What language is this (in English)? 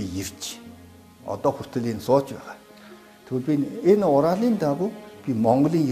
Mongolian